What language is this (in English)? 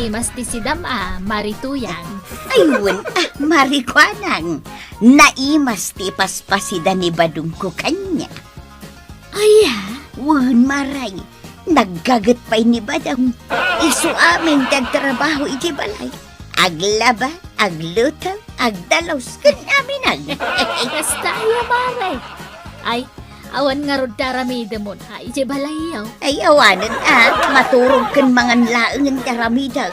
Iloko